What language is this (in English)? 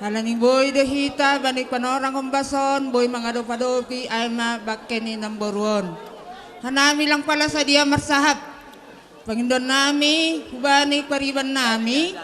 Batak Simalungun